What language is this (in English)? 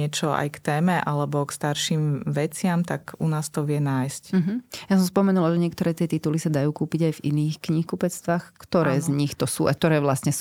Slovak